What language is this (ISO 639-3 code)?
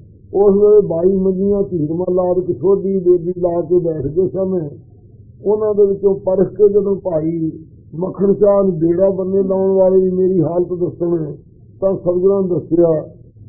pan